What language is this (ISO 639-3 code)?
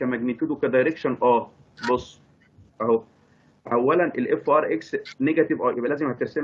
arz